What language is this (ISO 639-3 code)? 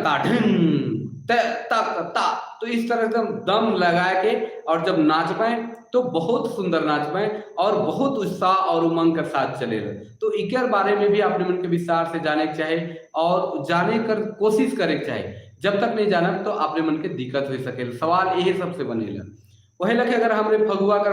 sck